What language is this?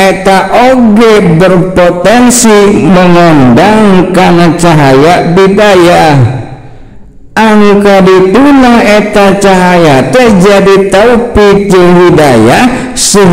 Sundanese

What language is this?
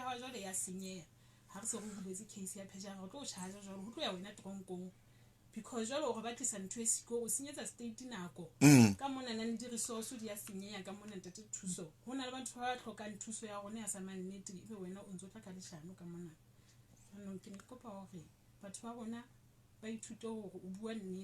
Southern Sotho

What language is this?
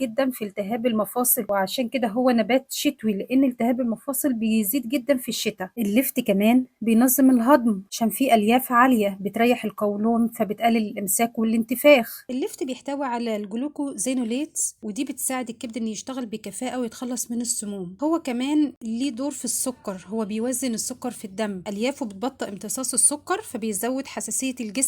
Egyptian Arabic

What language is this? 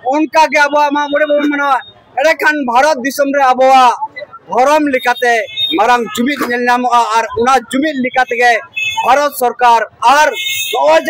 Santali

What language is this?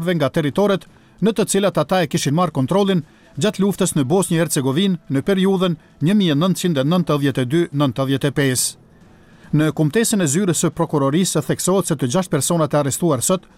Albanian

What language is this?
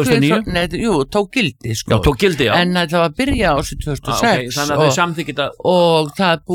Icelandic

